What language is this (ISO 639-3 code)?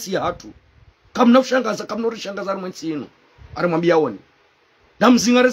zdj